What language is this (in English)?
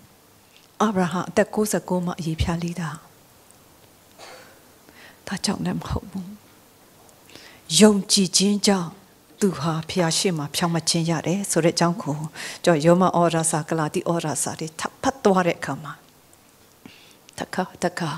Burmese